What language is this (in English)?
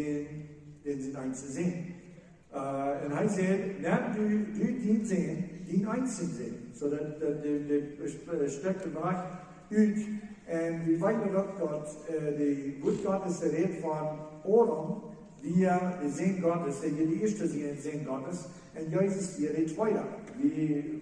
Plautdietsch